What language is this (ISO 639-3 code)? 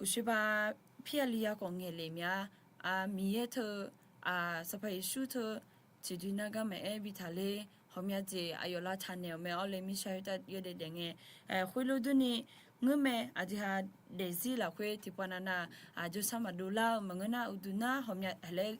ahk